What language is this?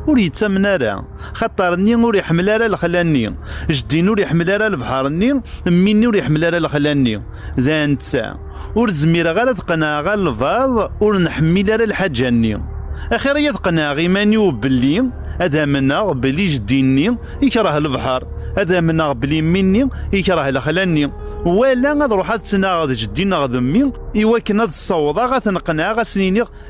Kabyle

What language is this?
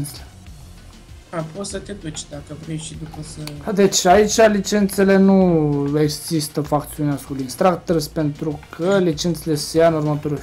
Romanian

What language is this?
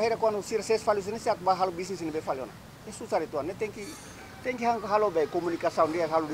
Tetum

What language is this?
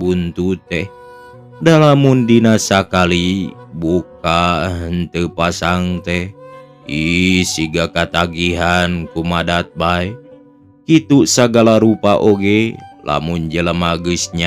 Sundanese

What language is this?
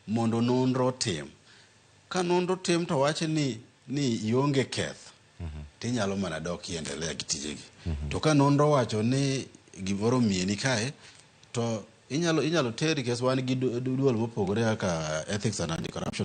Luo (Kenya and Tanzania)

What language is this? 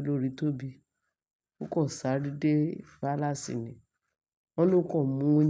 Yoruba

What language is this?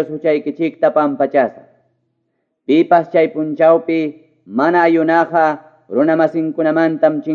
Quechua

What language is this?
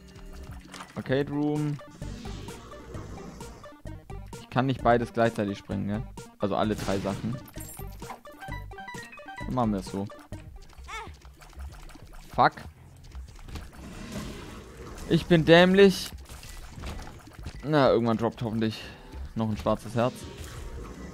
German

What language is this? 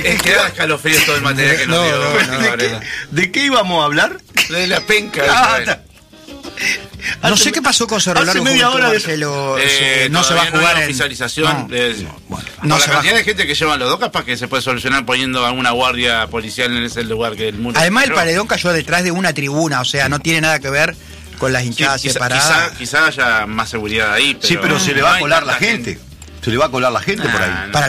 Spanish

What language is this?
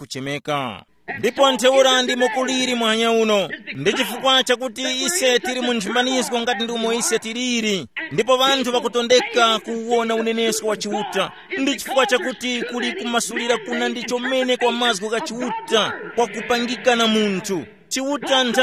Tumbuka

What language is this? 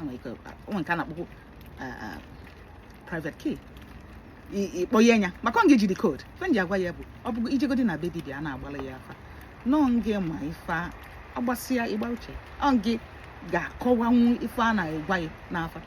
Igbo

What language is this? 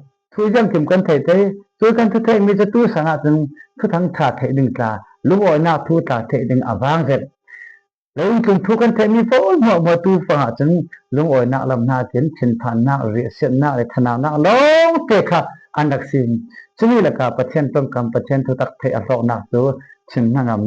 Falam Chin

